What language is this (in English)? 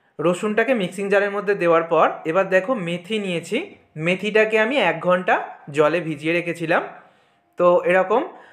Bangla